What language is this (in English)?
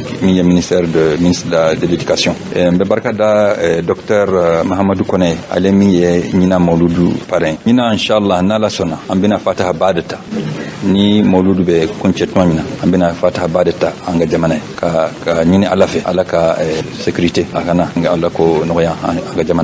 Bambara